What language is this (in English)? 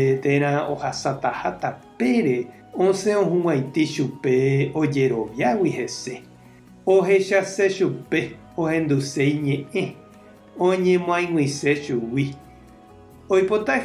Guarani